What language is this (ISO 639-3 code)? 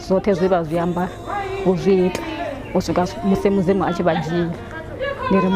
ven